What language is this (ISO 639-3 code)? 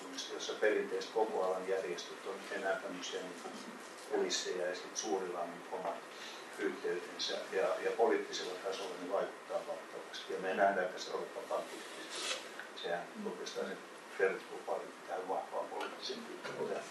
fin